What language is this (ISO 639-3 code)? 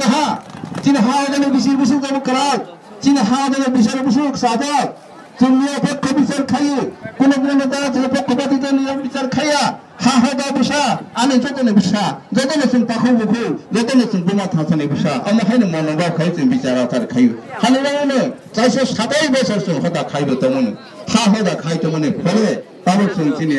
trp